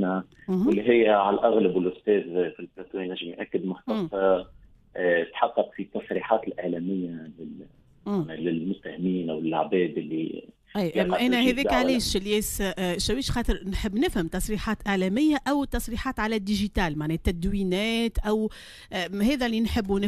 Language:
Tunisian Arabic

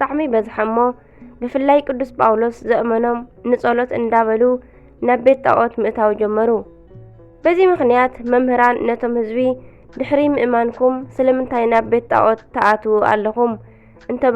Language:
Tigrinya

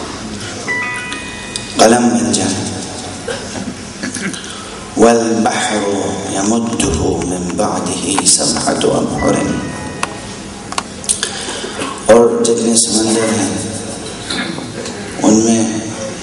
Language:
Urdu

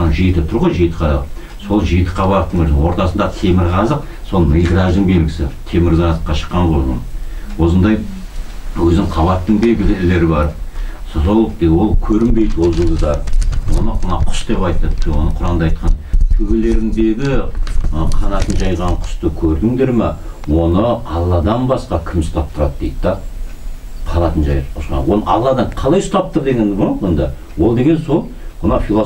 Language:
Kazakh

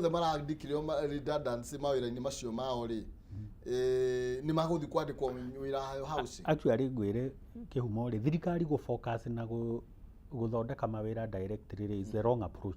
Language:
Kikuyu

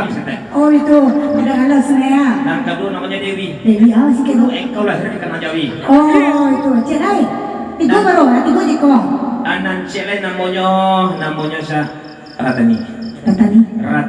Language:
Minangkabau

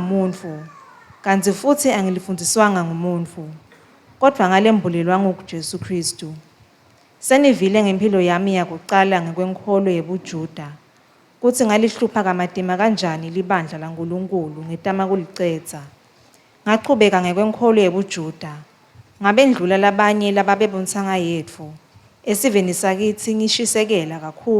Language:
Swati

